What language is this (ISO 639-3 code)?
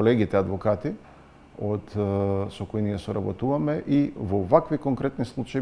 mkd